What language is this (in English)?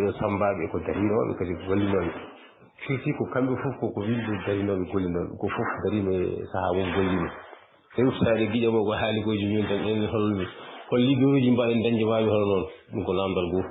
Fula